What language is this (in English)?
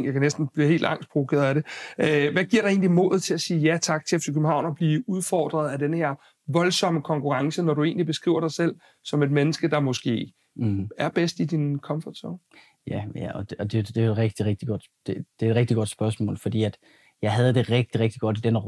Danish